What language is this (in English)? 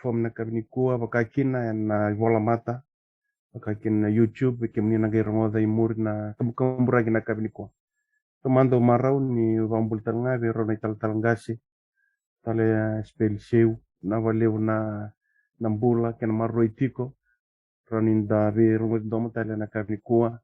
Fijian